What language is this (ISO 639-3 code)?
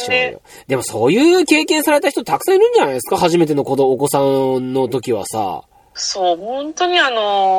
jpn